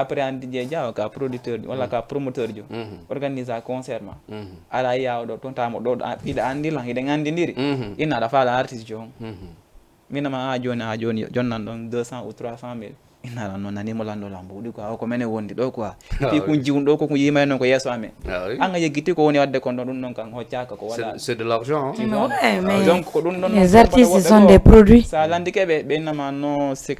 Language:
Fula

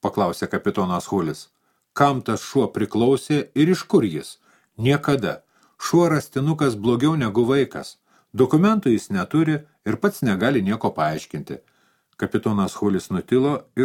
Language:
Lithuanian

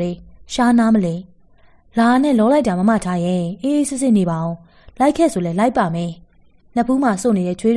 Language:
Burmese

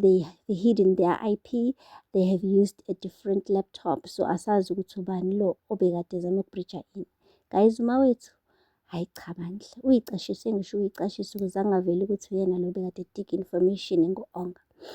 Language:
Zulu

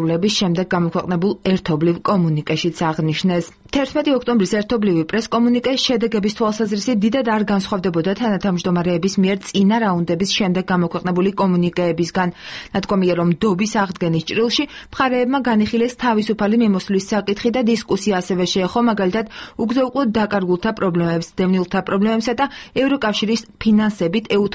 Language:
Georgian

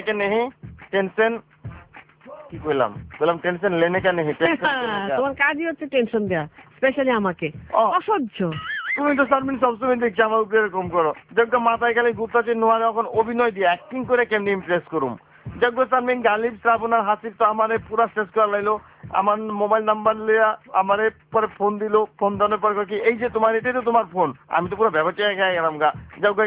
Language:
Bangla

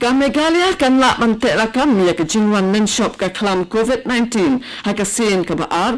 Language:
Khasi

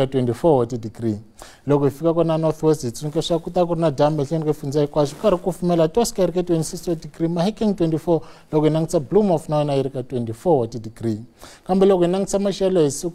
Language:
Tsonga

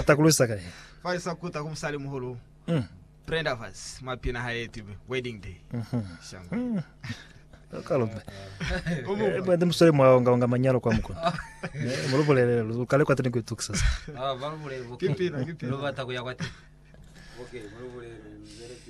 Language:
Lozi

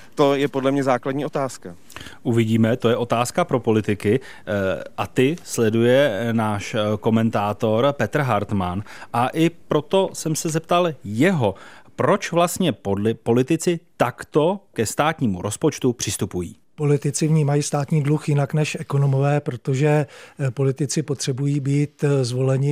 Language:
Czech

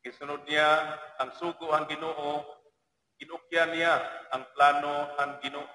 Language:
Waray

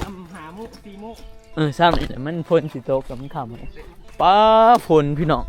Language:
Northeastern Thai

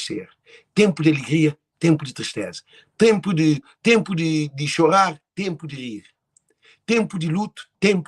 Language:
Kabuverdianu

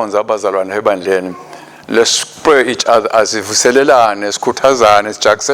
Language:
Swati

